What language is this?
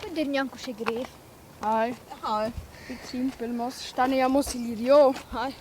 Romansh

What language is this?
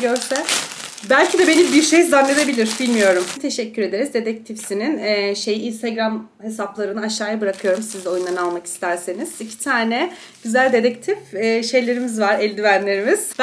Turkish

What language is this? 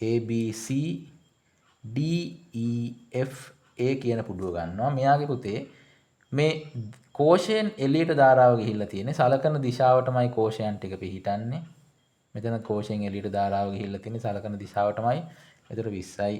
Sinhala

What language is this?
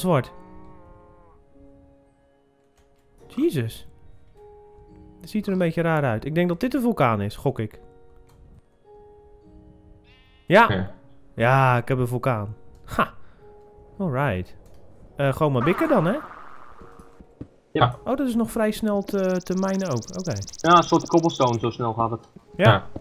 Dutch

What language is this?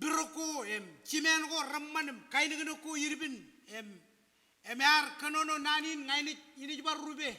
Marshallese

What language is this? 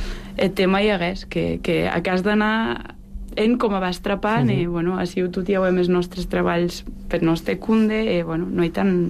Catalan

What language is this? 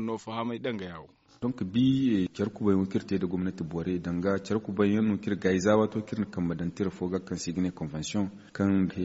Zarma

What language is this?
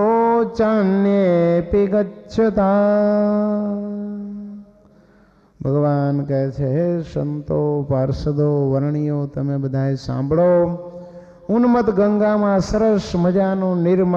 Gujarati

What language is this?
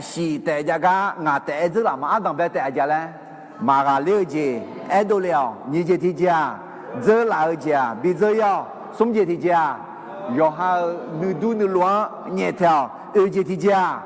Akha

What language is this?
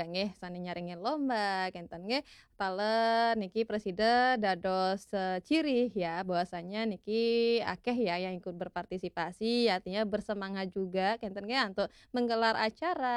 Balinese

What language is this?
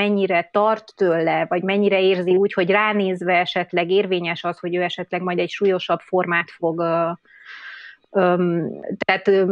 Hungarian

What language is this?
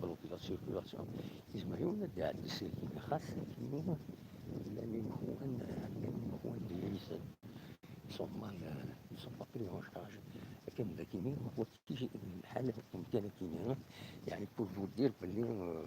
Kabyle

